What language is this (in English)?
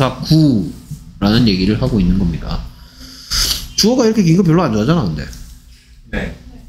Korean